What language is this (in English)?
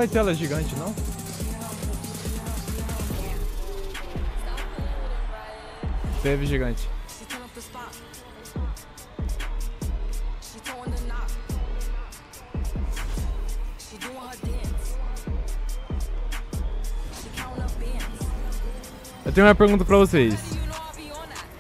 Portuguese